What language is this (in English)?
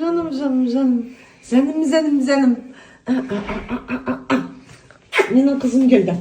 Kazakh